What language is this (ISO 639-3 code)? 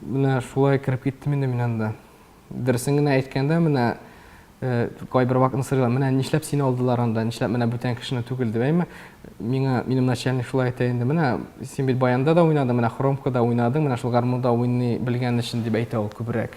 tat